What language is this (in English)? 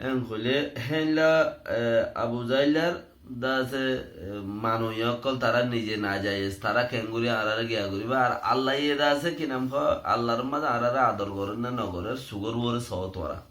Rohingya